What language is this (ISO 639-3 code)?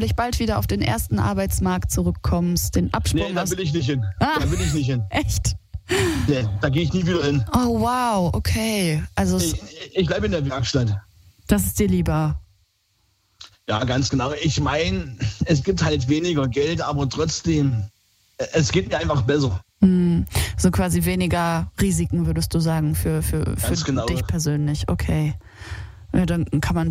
deu